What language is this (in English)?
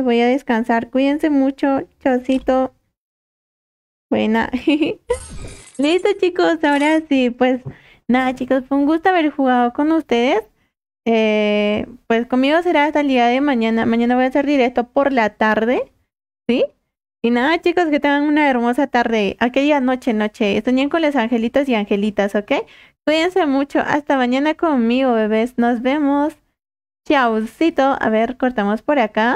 Spanish